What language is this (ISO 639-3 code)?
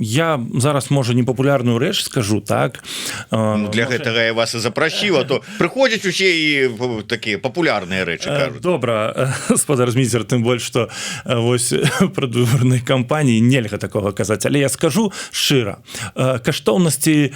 bel